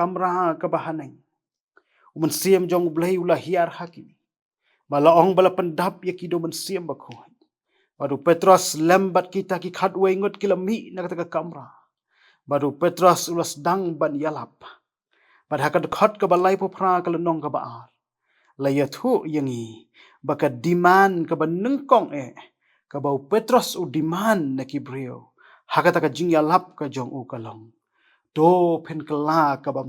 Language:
Khasi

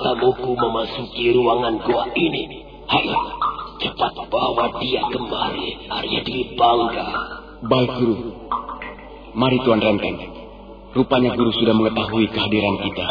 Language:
Indonesian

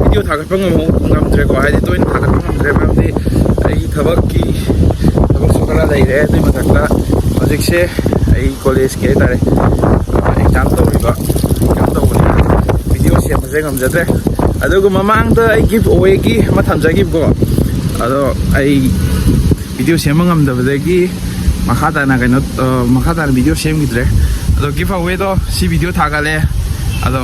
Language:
Manipuri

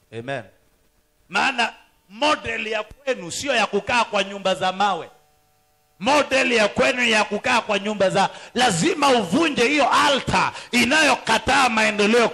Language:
Swahili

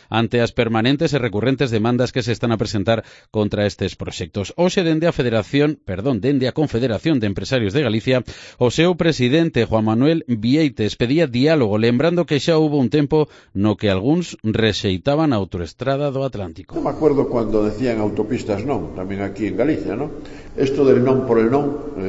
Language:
Galician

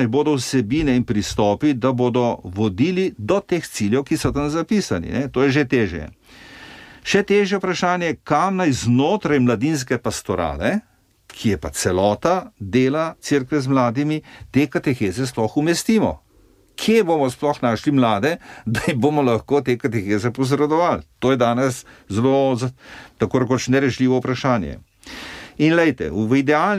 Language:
Slovenian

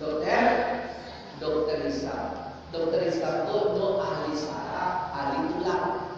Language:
Minangkabau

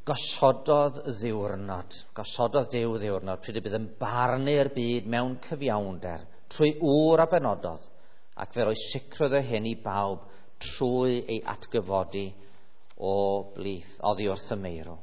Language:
Welsh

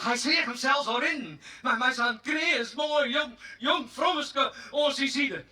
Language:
Western Frisian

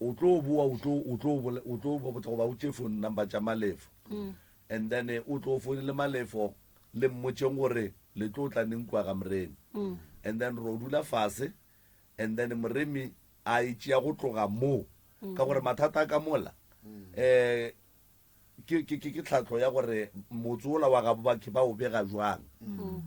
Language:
Northern Sotho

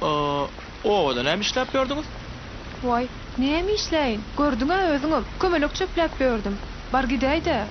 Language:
Turkmen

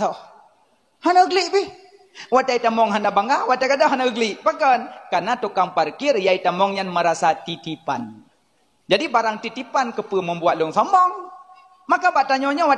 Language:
Achinese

